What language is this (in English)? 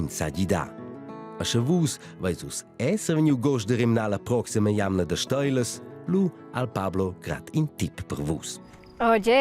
Romansh